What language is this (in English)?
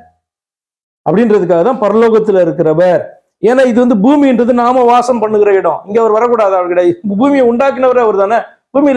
Tamil